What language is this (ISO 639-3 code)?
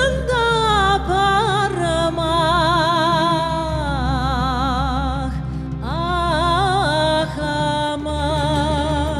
crh